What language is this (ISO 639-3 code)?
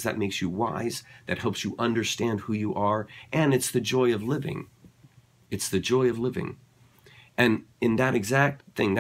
eng